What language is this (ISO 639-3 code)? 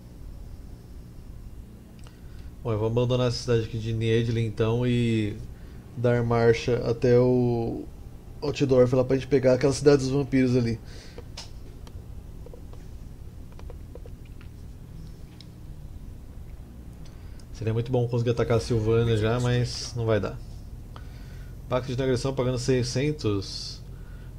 por